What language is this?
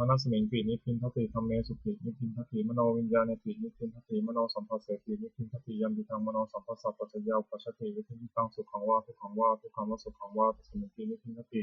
Pali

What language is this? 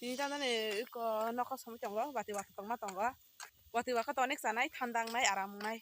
Kok Borok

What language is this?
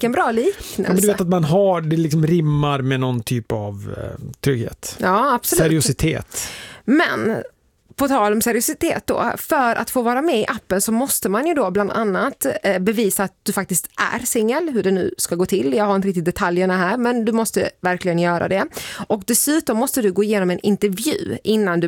Swedish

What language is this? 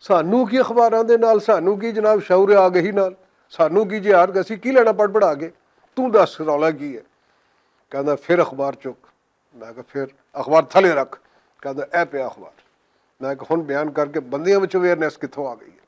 Western Panjabi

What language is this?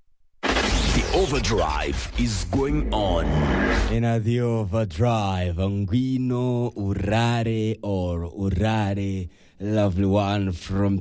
Kinyarwanda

